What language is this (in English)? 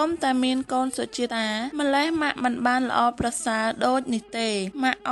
Khmer